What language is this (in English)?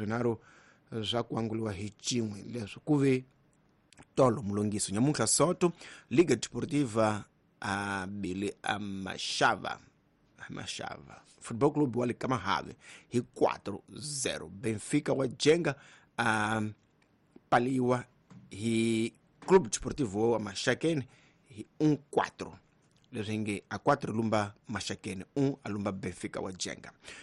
Tsonga